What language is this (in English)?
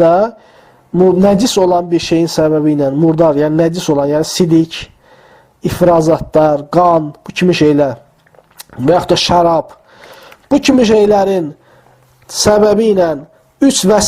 Azerbaijani